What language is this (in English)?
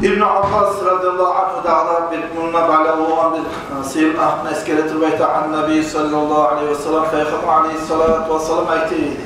Kumyk